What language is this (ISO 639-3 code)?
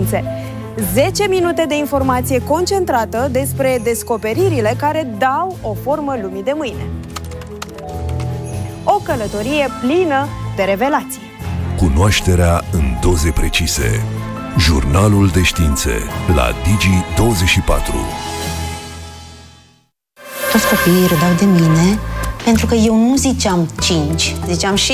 ron